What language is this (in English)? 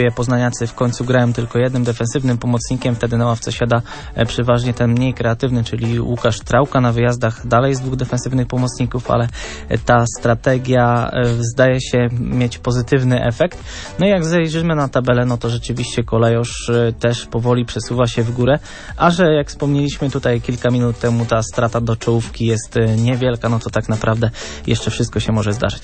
Polish